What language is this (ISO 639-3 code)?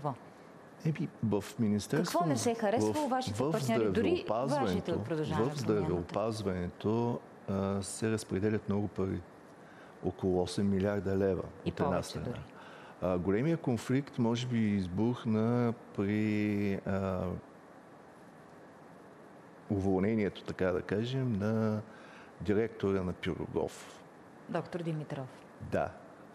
bul